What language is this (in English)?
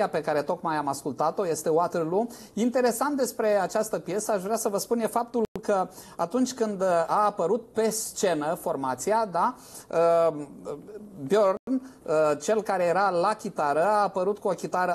Romanian